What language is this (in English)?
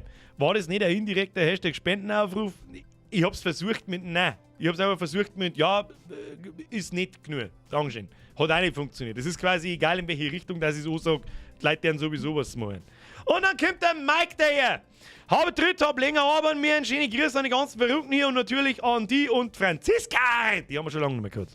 Bavarian